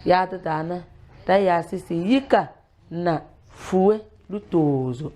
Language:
Tem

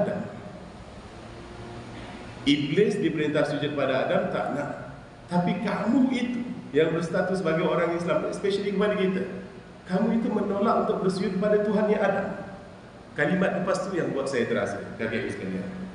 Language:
Malay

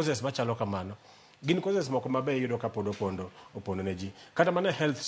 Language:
Luo (Kenya and Tanzania)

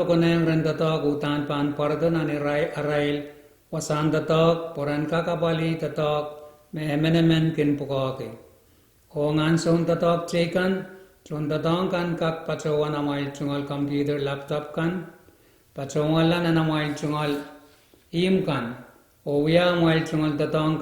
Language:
Pohnpeian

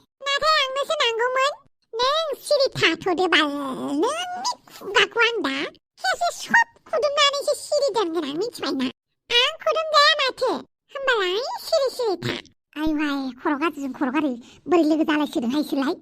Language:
Bodo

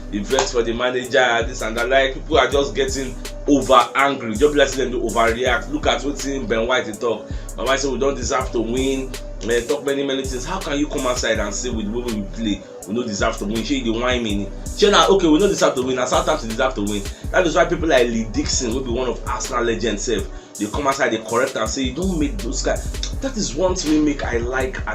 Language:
Nigerian Pidgin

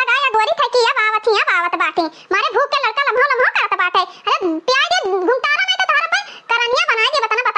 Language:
Awadhi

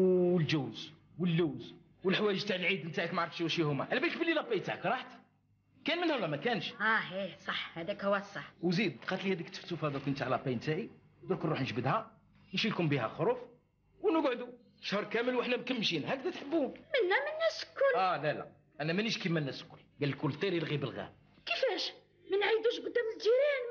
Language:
Algerian Arabic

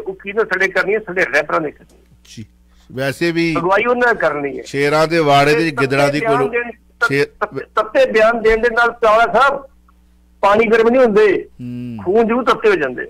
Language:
Punjabi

